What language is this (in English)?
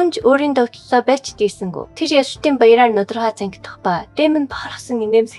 Mongolian